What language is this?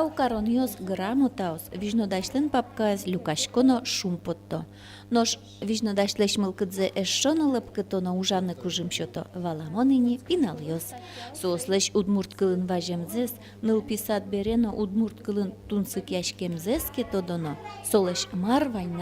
Udmurt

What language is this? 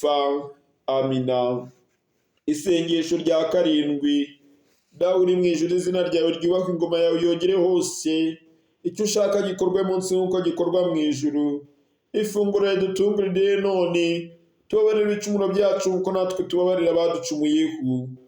Kinyarwanda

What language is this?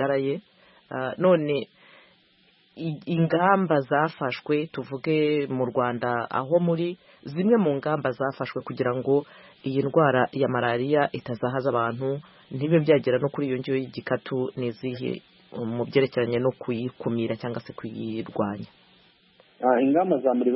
Kinyarwanda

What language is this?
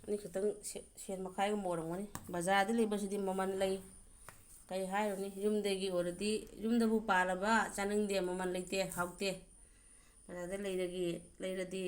Manipuri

